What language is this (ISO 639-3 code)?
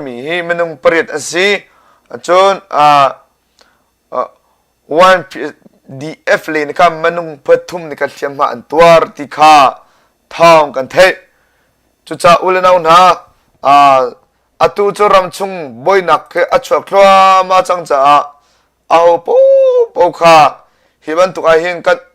cnh